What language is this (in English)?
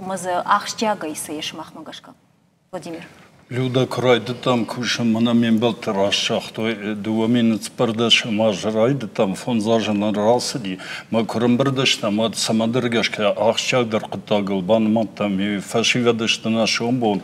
Ossetic